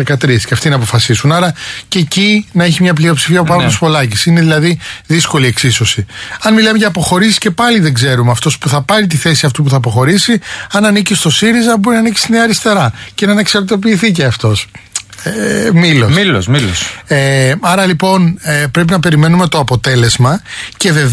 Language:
Greek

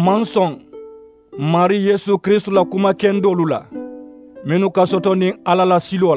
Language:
Mandingo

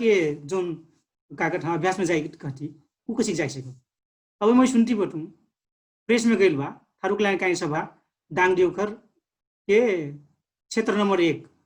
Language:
Dangaura Tharu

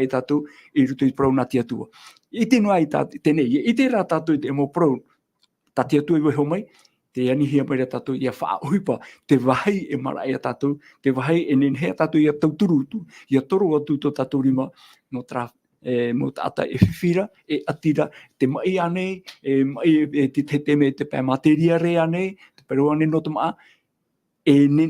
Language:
Tahitian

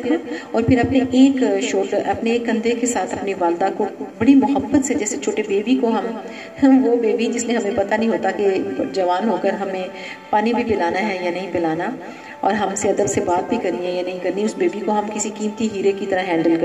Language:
Urdu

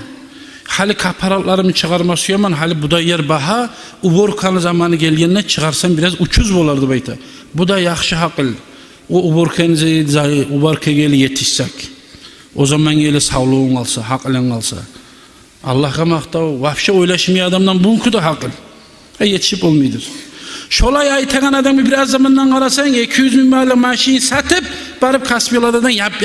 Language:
Kumyk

